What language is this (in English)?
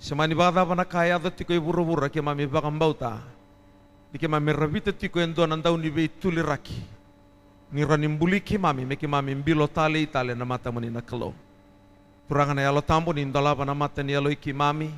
Fijian